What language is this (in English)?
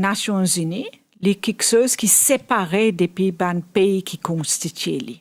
Morisyen